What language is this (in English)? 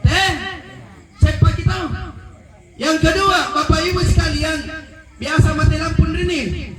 Makasar